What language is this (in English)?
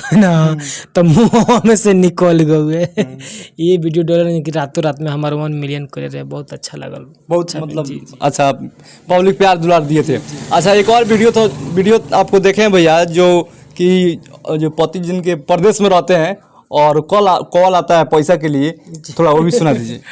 Bhojpuri